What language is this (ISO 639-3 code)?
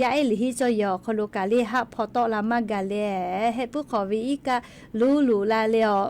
lhu